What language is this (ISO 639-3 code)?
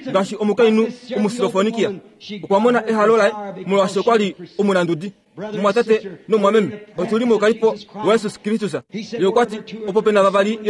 kua